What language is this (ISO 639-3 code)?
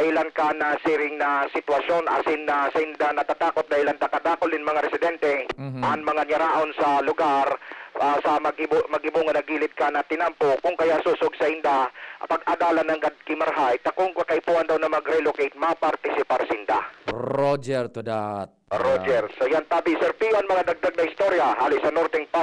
bik